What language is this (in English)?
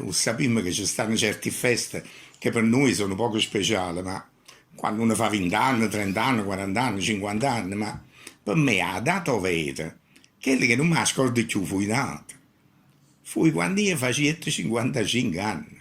Neapolitan